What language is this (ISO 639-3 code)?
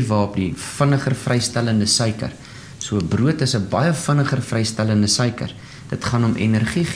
afr